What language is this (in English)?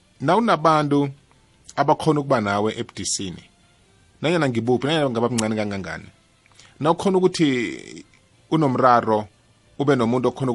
South Ndebele